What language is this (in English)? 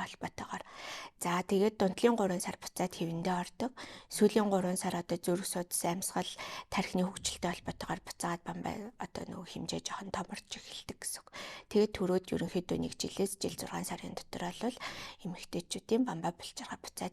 Mongolian